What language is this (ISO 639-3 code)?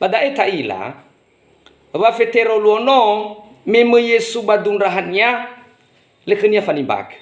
nia